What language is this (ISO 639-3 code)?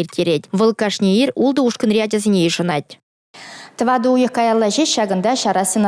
chv